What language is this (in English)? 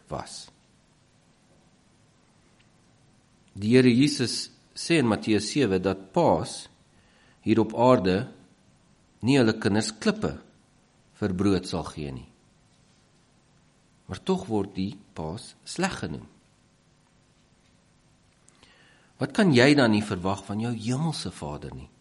Afrikaans